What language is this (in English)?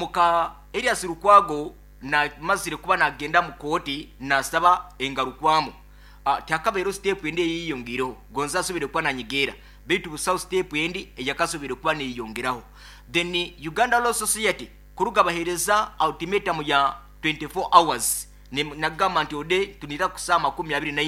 Nyankole